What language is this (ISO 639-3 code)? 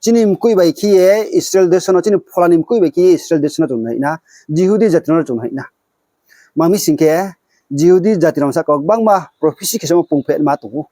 ria